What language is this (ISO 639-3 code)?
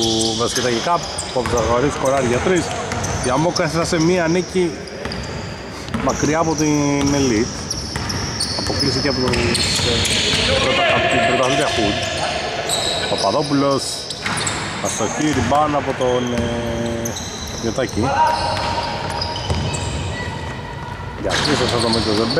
ell